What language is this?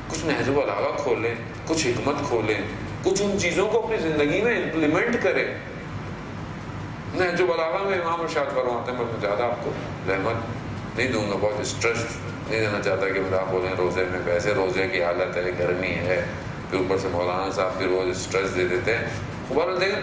Urdu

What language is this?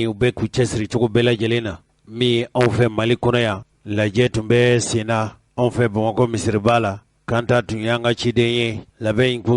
Bambara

